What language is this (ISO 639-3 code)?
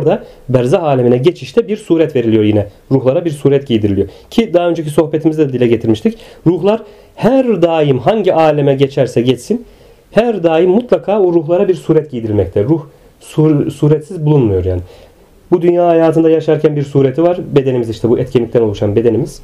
tur